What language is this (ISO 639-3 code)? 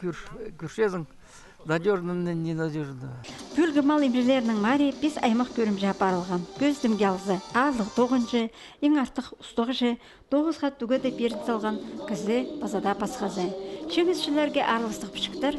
kjh